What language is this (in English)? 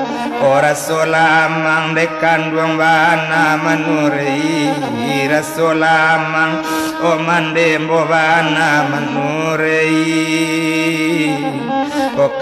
Minangkabau